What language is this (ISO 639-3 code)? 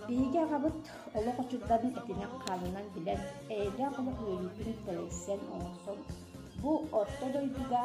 sah